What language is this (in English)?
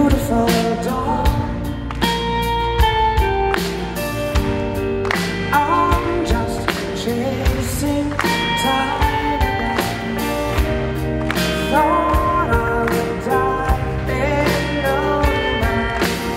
English